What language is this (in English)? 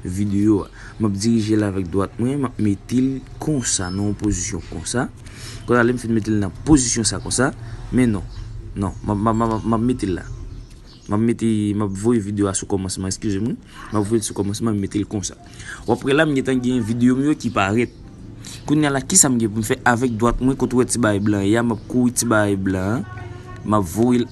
Haitian Creole